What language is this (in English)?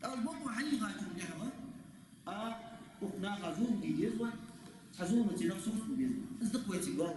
Ingush